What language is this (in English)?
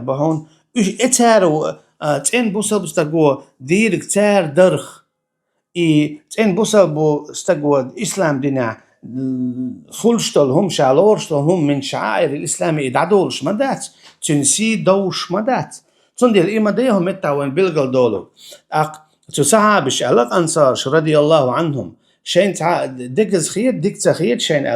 Chechen